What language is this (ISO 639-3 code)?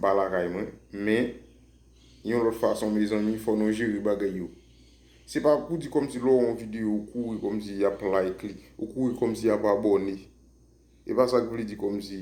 hat